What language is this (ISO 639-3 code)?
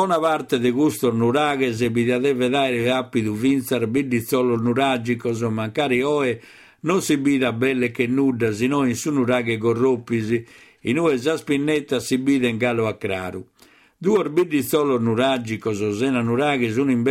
srd